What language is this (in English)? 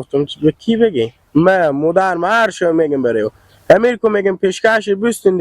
Hazaragi